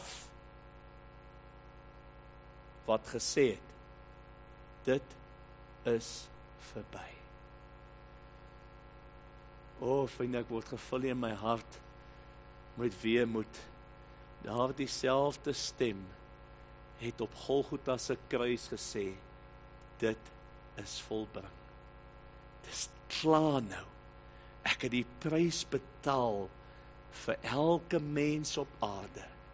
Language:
Afrikaans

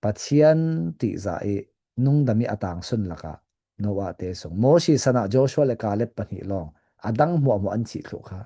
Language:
Falam Chin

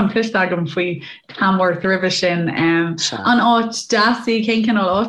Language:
Irish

